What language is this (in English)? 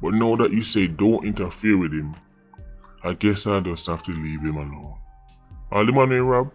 Jamaican Creole English